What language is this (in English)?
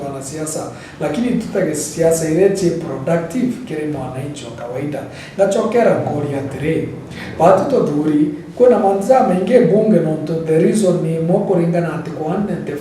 Meru